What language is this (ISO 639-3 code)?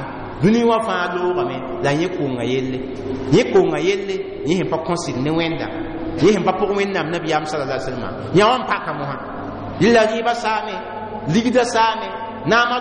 mos